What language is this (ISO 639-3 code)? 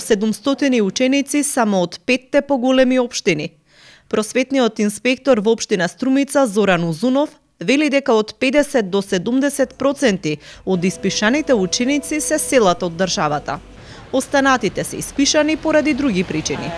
mkd